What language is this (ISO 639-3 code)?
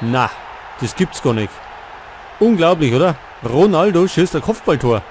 bar